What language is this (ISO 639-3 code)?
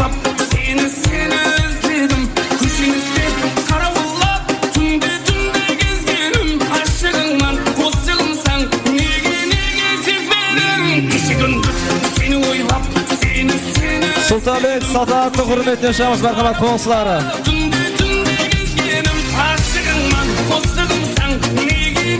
kaa